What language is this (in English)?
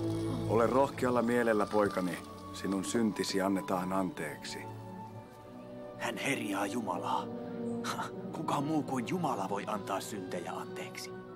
Finnish